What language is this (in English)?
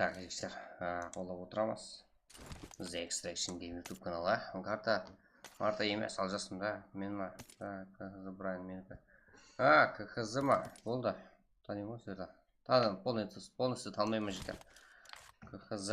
Kara-Kalpak